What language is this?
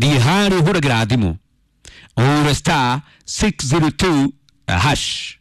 Kikuyu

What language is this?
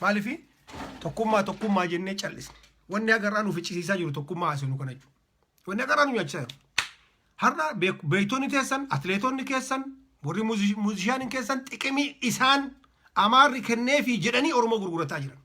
Oromo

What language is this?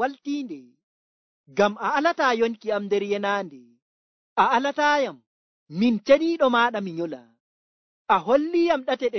Nigerian Fulfulde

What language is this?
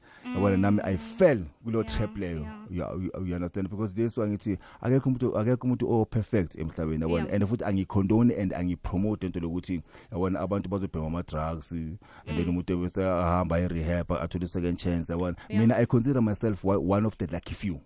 South Ndebele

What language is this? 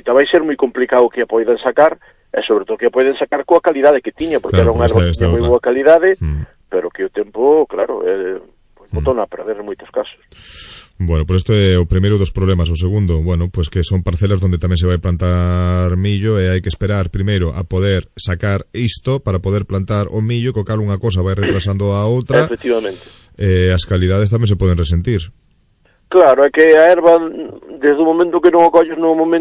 Galician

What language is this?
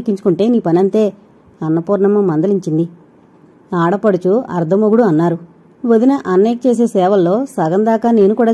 Telugu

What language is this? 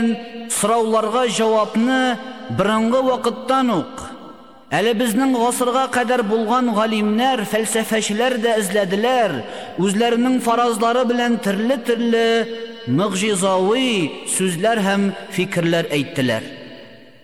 Tatar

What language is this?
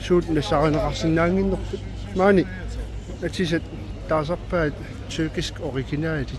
Kalaallisut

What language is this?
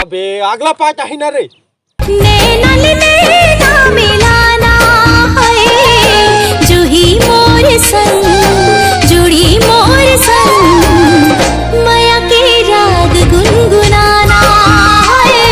Chhattisgarhi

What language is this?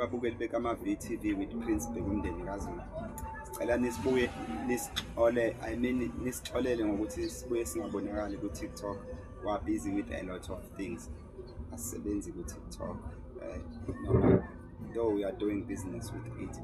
Zulu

